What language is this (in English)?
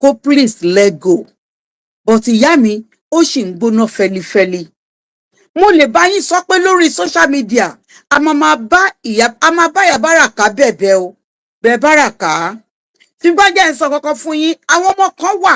Yoruba